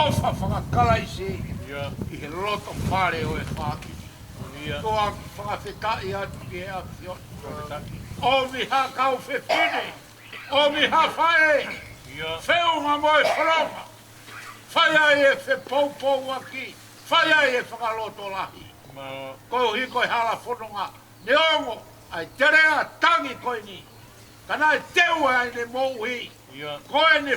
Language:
Tongan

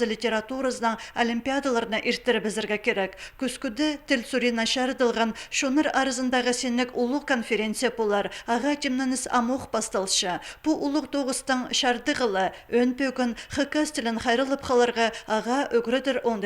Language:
Khakas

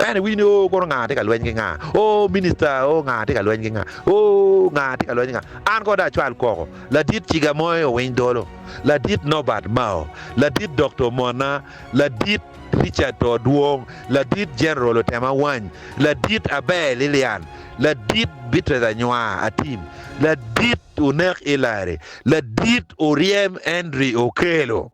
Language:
Acoli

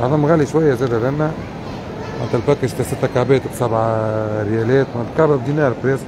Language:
Tunisian Arabic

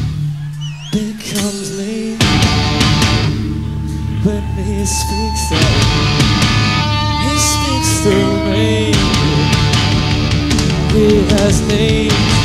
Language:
English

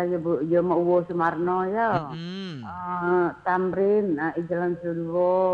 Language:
Minangkabau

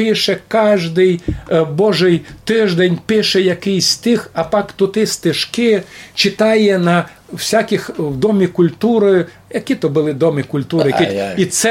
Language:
Rusyn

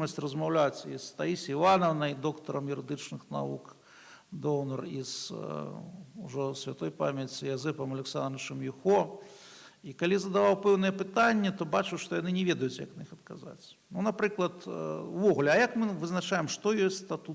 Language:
Belarusian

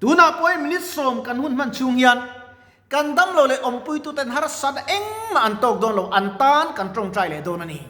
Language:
Mizo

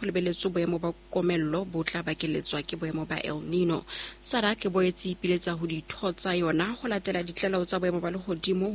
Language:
Southern Sotho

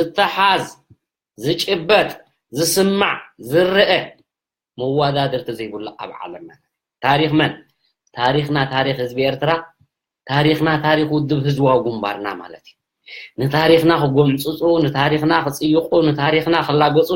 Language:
Tigrinya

